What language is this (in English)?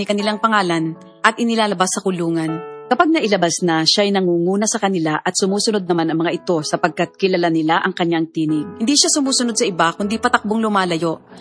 Filipino